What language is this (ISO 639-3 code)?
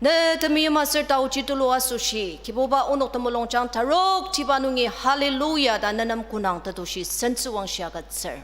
njo